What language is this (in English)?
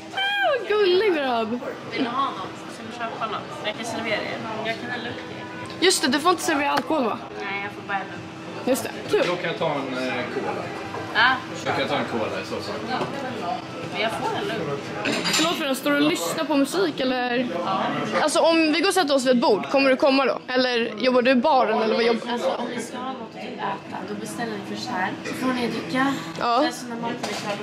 Swedish